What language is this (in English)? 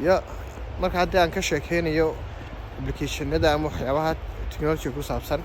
Somali